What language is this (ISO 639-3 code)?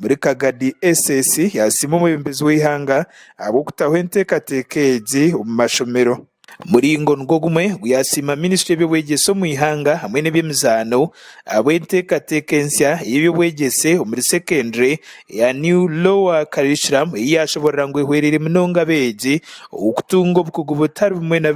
nyn